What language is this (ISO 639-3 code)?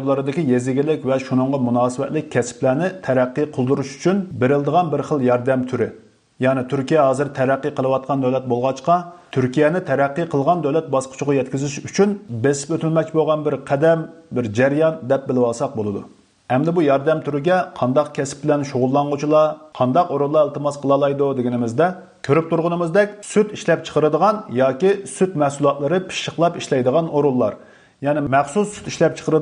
uig